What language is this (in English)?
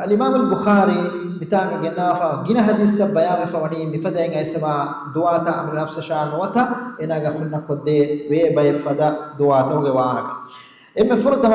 Divehi